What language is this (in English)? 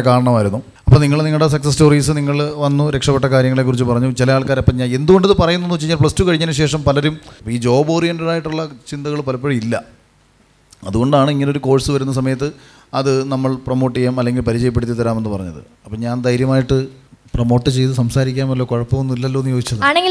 Malayalam